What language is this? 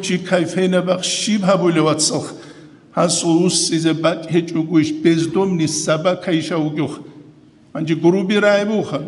Avaric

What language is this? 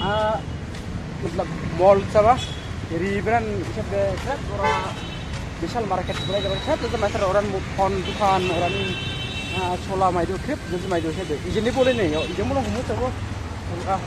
Dimasa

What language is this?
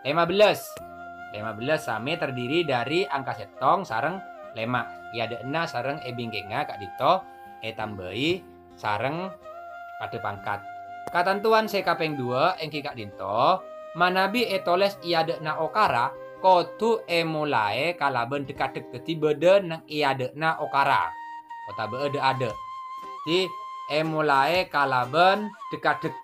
Madurese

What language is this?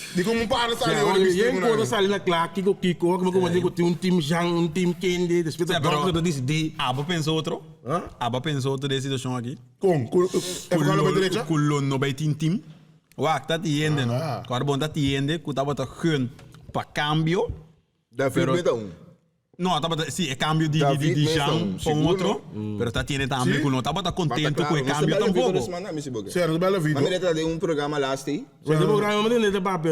Papiamento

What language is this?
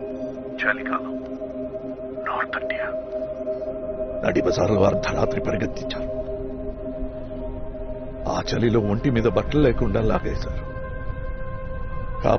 Telugu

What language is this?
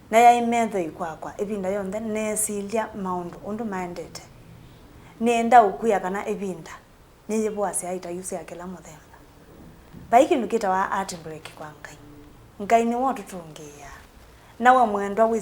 Kamba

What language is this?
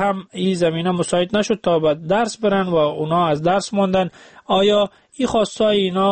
Persian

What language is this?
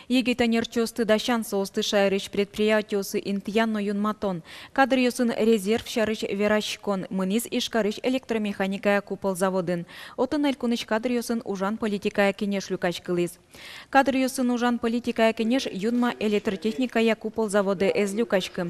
Udmurt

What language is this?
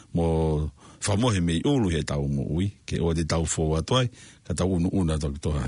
Tongan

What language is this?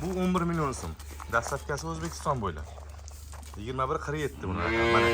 Uzbek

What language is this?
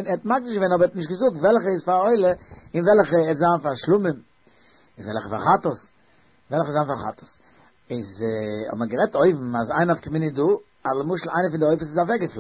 Yiddish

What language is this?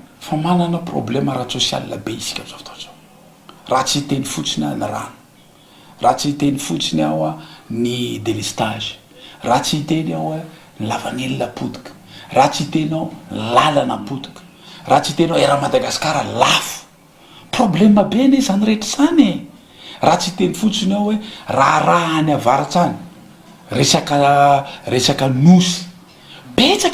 Malagasy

